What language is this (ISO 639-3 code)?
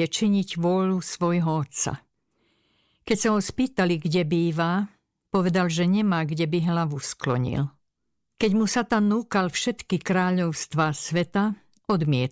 slk